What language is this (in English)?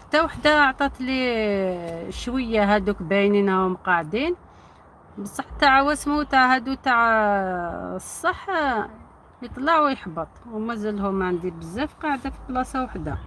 Algerian Arabic